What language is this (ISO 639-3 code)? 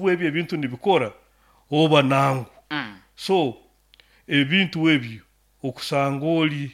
nyo